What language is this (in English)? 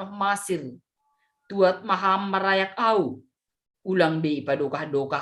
Batak Simalungun